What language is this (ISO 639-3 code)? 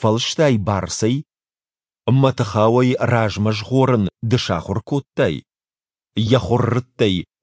oss